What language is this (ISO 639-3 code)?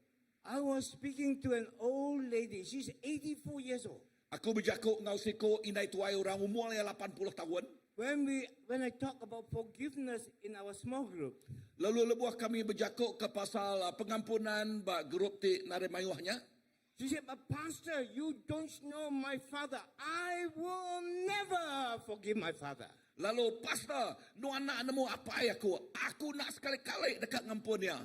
iba